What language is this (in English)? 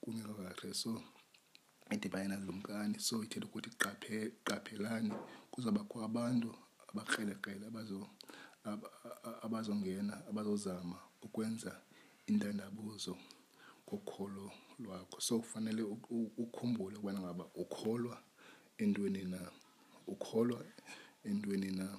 Xhosa